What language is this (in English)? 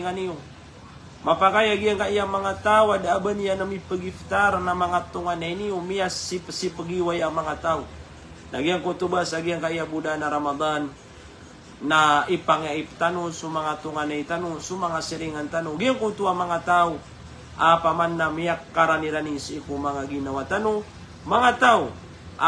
Maranao